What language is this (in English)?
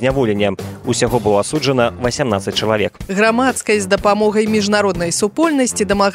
Belarusian